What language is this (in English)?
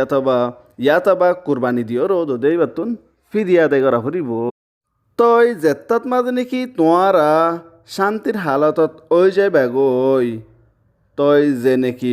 Rohingya